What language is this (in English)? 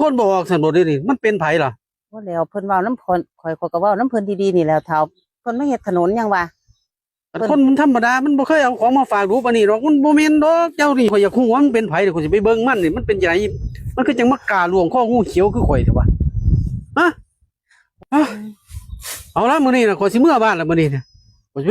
Northeastern Thai